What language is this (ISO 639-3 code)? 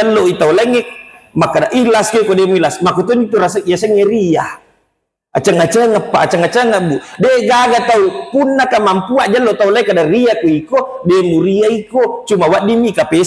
bug